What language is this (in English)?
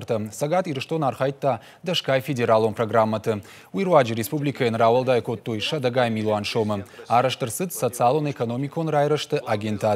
Ossetic